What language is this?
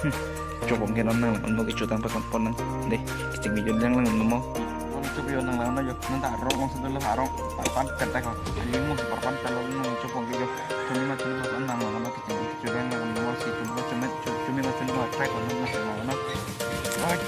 Karbi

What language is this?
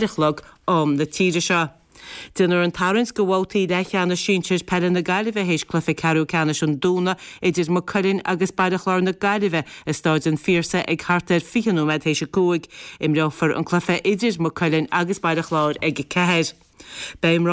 Irish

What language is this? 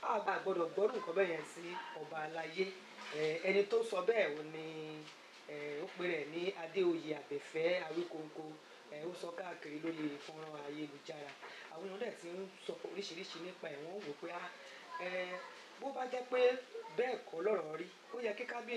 Yoruba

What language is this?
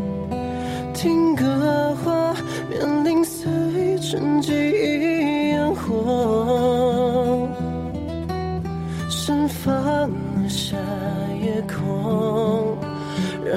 Chinese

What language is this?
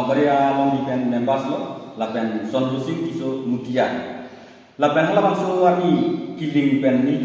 Karbi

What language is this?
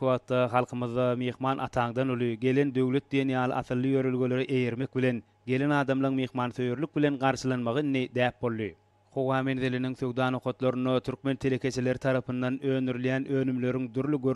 Turkmen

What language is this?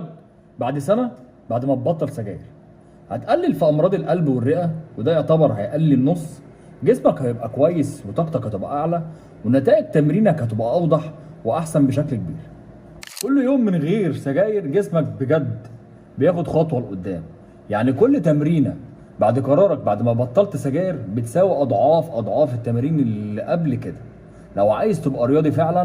Egyptian Arabic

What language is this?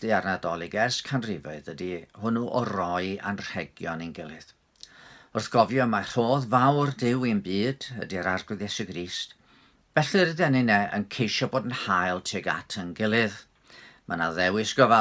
Welsh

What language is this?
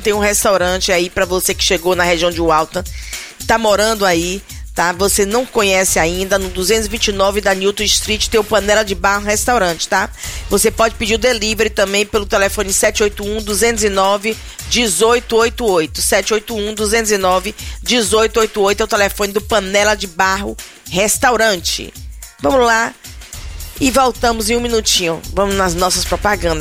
Portuguese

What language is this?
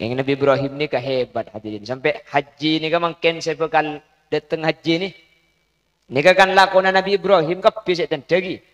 Madurese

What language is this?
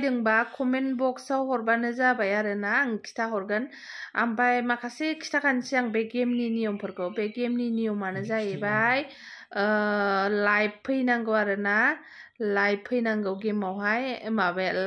Bodo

